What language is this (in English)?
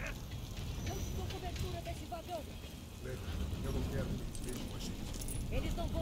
Portuguese